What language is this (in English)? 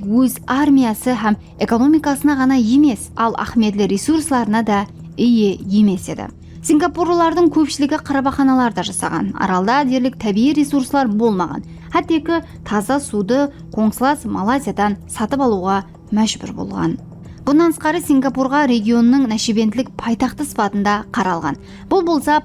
Kara-Kalpak